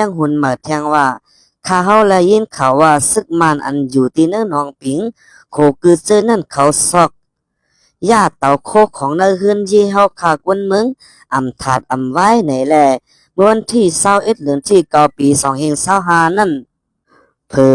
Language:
Shan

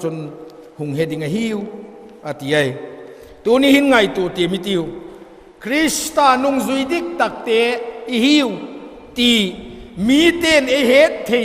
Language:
Vaiphei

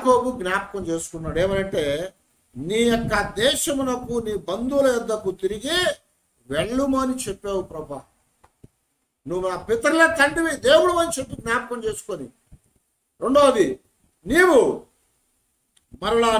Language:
Telugu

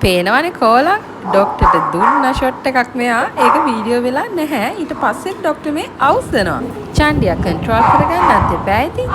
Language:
Sinhala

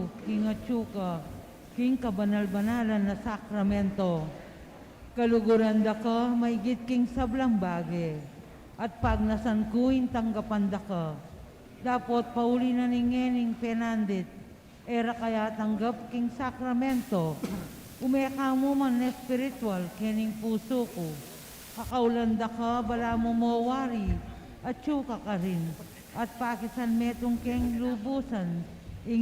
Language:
Pampanga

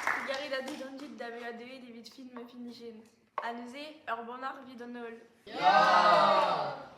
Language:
Breton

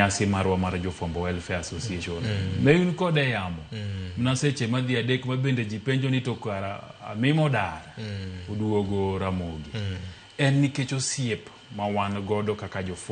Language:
Luo (Kenya and Tanzania)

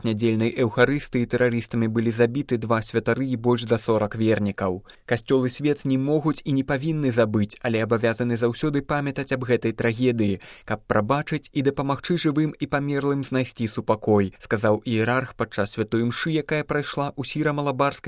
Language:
Belarusian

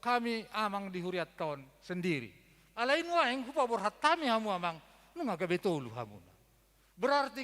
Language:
Batak Toba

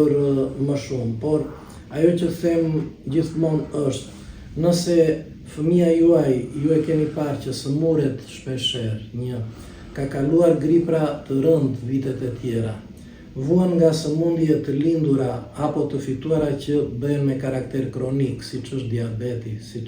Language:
Albanian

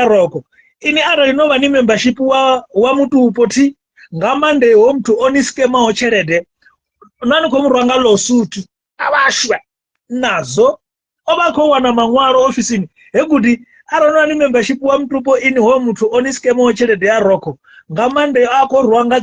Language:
Venda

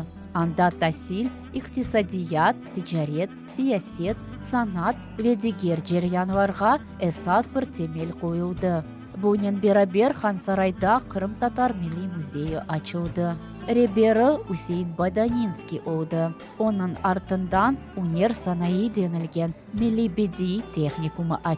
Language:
Crimean Tatar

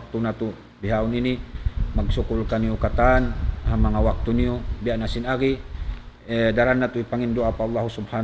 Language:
Tausug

